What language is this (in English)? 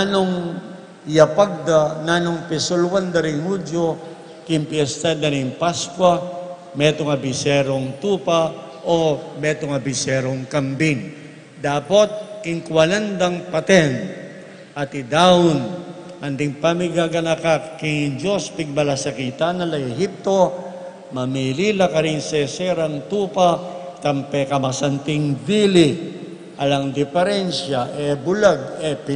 Pampanga